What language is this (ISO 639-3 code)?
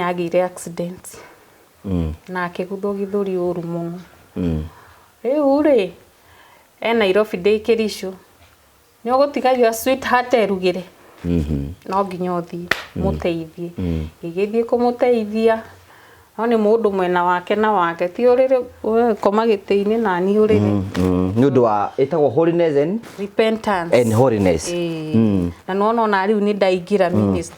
kik